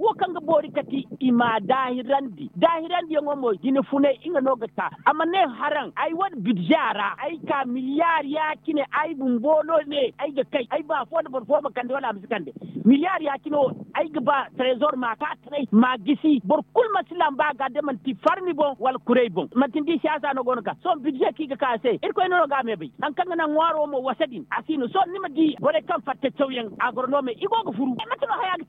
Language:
Zarma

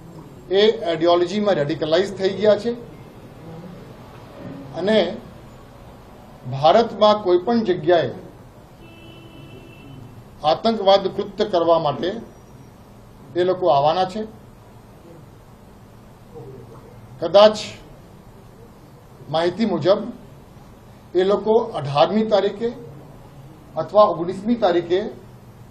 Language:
Gujarati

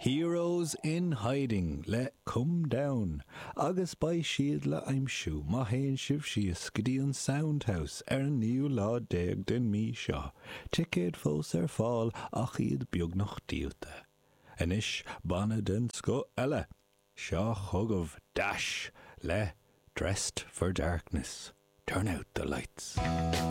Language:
Irish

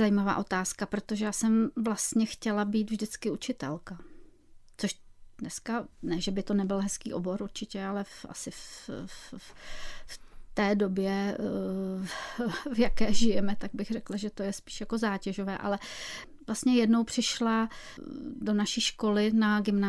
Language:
Czech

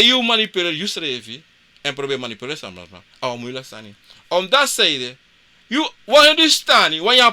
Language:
Sranan Tongo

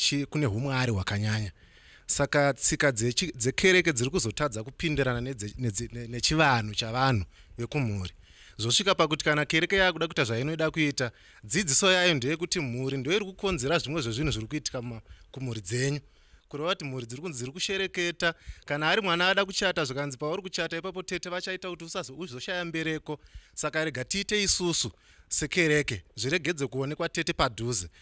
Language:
Shona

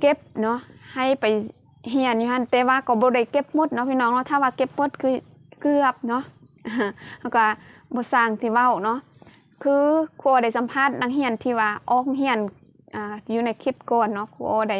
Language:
Lao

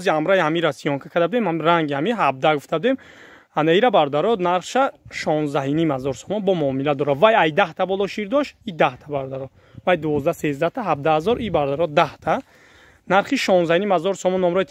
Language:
Tajik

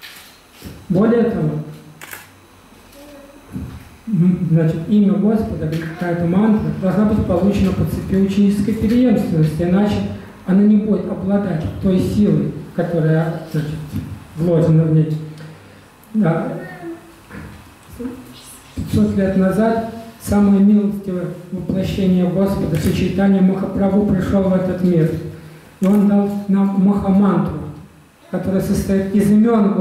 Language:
Russian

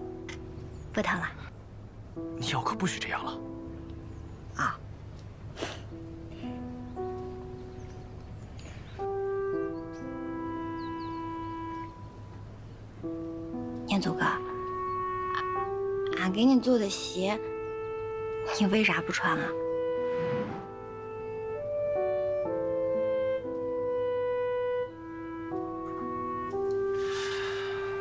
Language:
Chinese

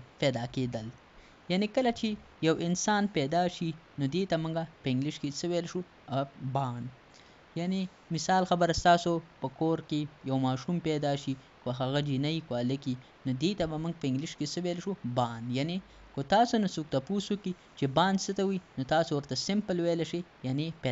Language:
Pashto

